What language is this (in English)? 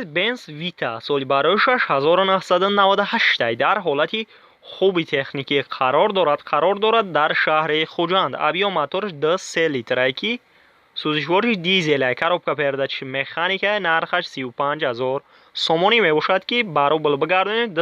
Tajik